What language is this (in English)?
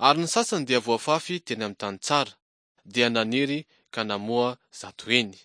Malagasy